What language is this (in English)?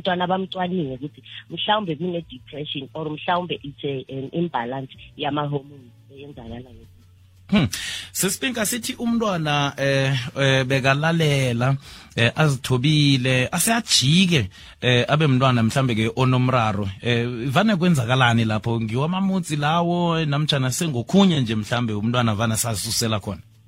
South Ndebele